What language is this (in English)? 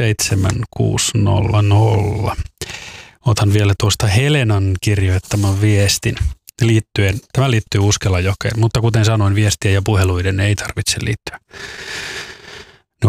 Finnish